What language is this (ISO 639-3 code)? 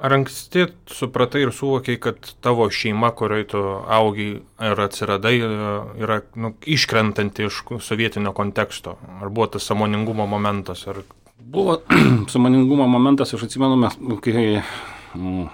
lit